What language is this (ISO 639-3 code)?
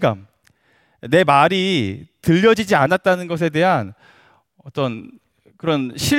kor